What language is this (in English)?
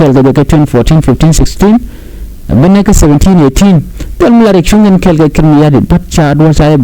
Nuer